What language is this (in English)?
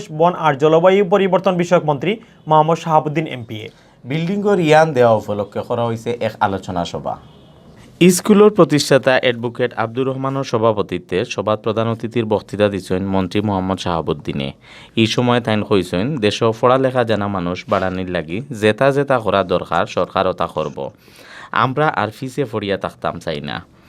Sylheti